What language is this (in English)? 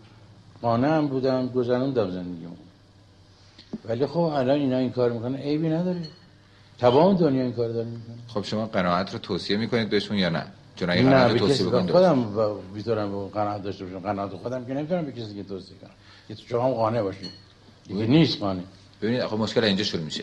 Persian